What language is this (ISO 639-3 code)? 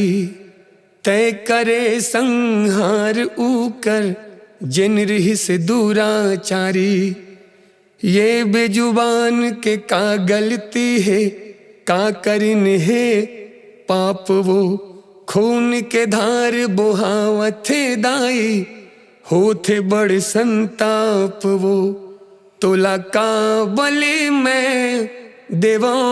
hne